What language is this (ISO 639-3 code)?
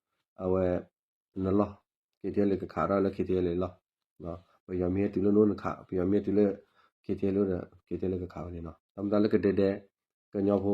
ksw